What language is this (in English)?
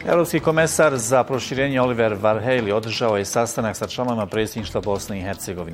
Bosnian